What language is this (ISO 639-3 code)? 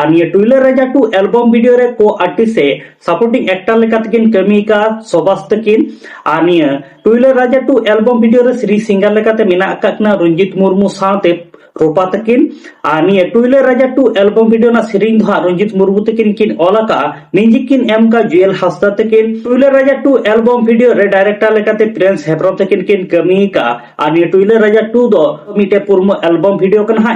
sat